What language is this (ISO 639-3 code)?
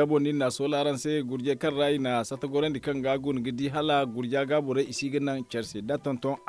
dje